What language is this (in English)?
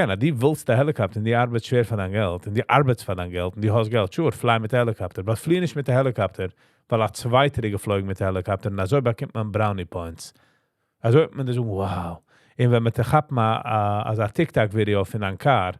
Yiddish